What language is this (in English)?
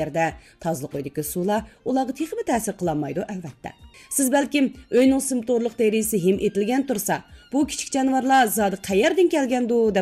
Uyghur